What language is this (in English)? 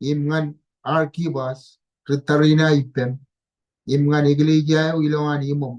Marshallese